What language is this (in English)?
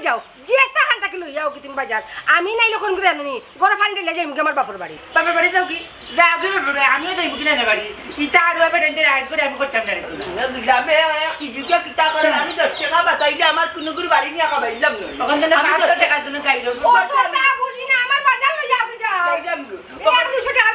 Sylheti